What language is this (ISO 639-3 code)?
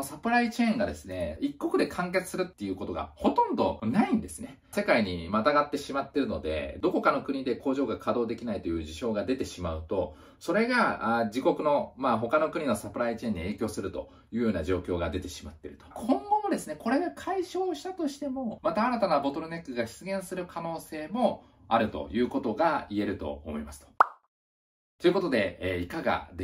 jpn